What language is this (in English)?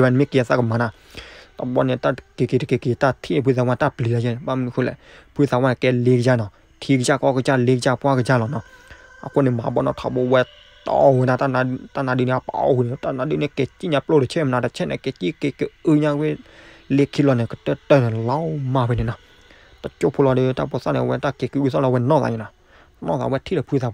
S'gaw Karen